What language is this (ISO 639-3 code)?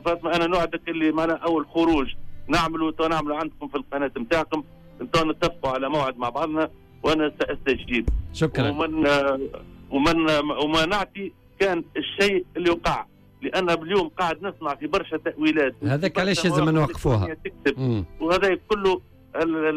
aeb